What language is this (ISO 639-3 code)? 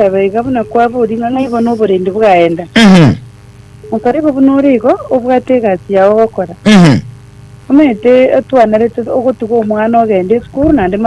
guz